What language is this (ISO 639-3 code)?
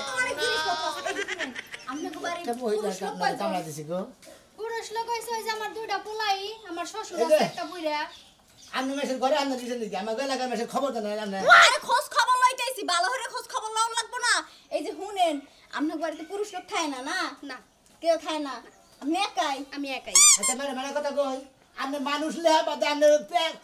ben